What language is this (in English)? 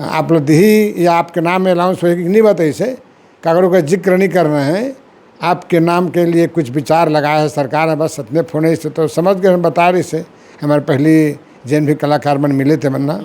Chhattisgarhi